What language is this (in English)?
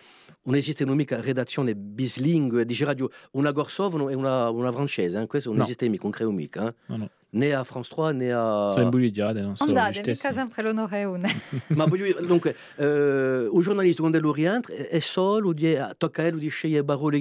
Corsican